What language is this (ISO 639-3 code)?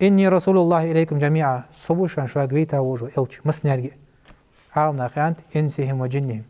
inh